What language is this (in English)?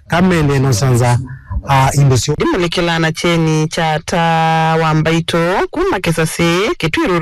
Kamba